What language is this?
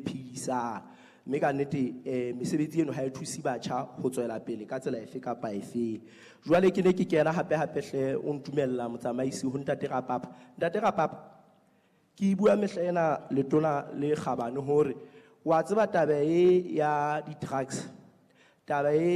Southern Sotho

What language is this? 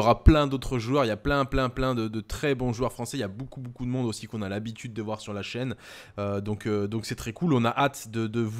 French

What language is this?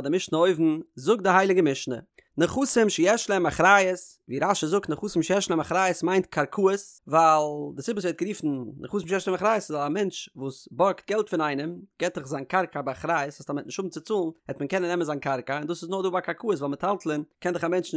Yiddish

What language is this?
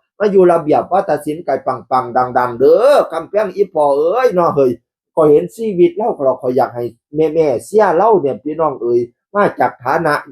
Northeastern Thai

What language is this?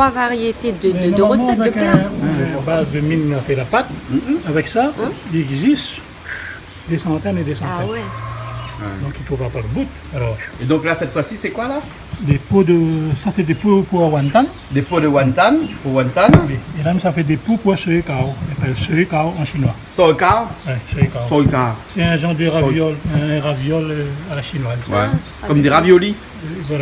Réunion Creole French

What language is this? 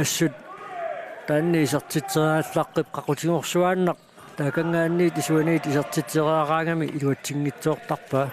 Kalaallisut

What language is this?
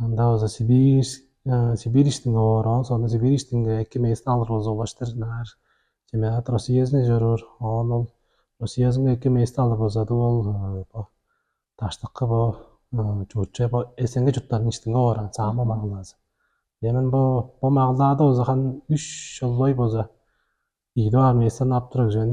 Tuvinian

